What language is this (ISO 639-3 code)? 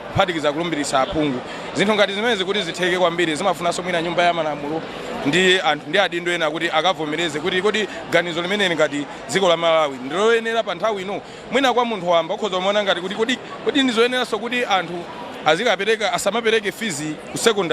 nya